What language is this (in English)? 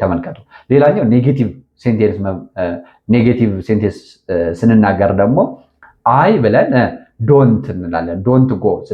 Amharic